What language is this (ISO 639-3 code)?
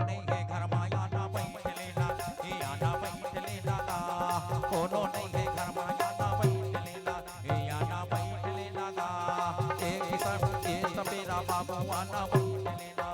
hne